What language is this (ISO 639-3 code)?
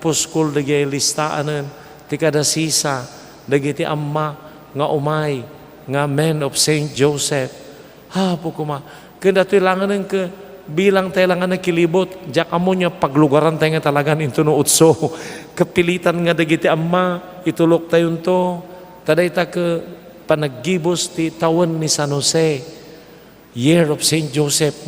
ilo